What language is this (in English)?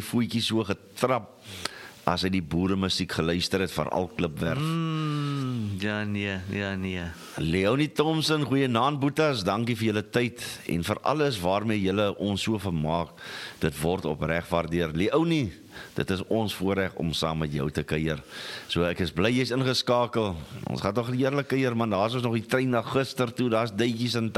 Afrikaans